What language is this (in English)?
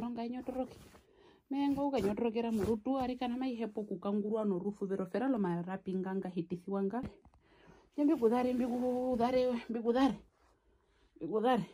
Herero